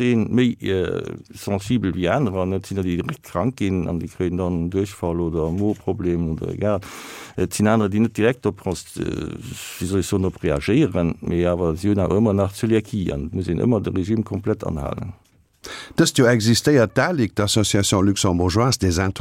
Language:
Luxembourgish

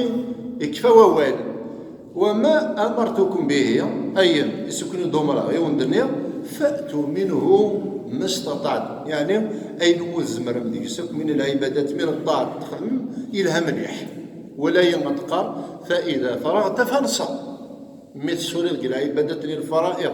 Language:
Kabyle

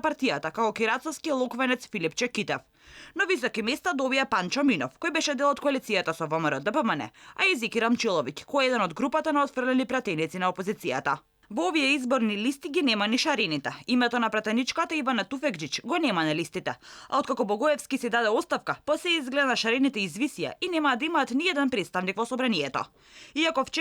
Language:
Macedonian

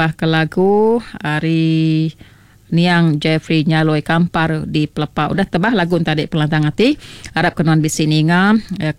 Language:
Iban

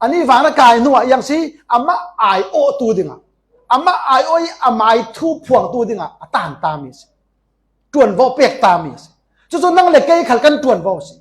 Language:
Falam Chin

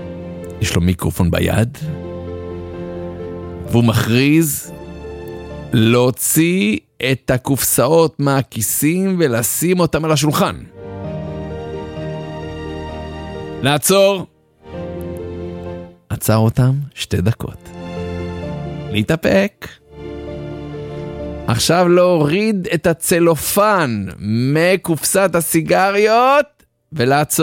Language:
Hebrew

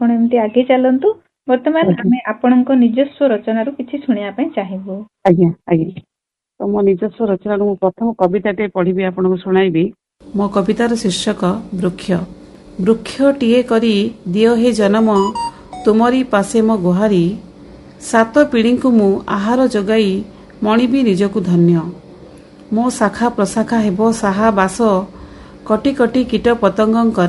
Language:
Odia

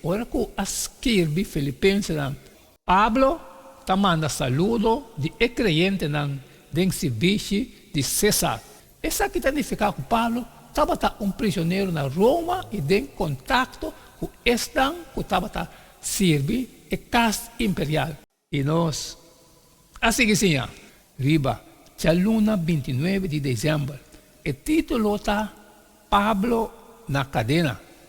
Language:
Papiamento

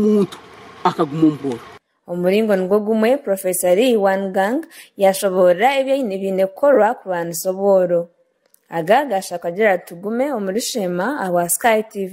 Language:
Nyankole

